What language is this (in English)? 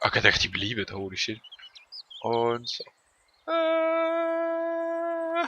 Swiss German